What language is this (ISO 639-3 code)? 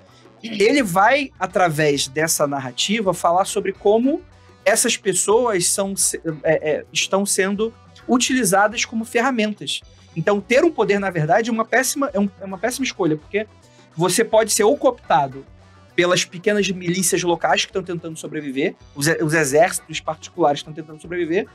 por